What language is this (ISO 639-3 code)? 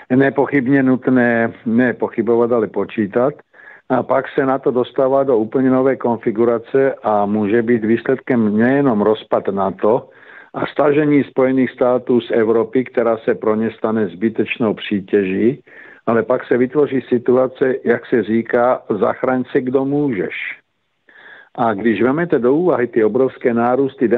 ces